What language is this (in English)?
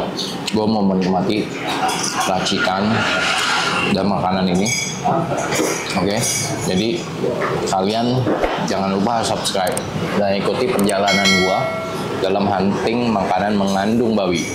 Indonesian